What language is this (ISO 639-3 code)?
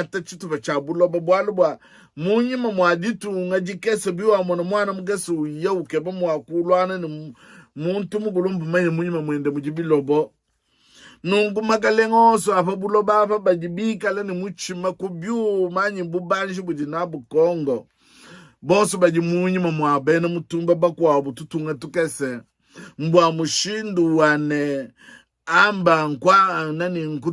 lua